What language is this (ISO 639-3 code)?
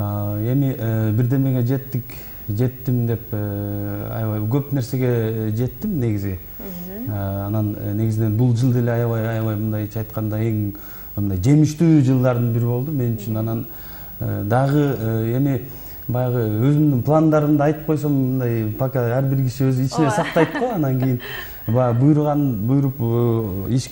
kir